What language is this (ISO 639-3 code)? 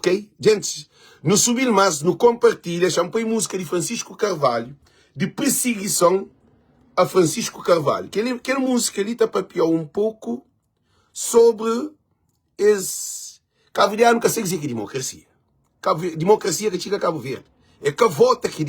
kea